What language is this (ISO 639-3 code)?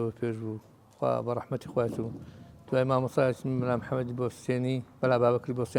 ckb